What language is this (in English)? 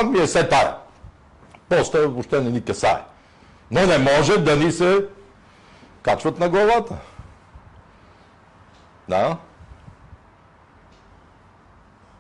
Bulgarian